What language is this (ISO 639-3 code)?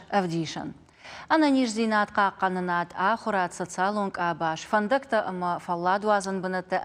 oss